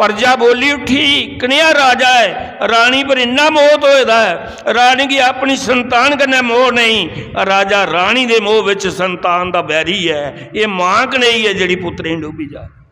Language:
Dogri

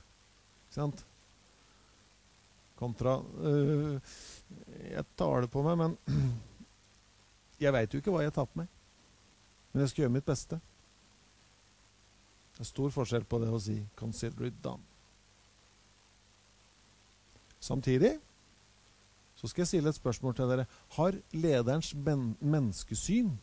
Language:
Norwegian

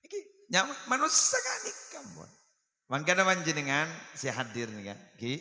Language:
Madurese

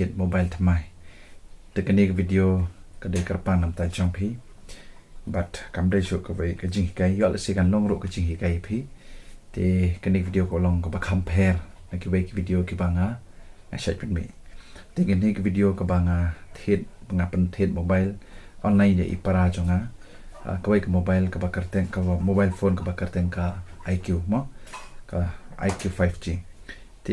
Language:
Khasi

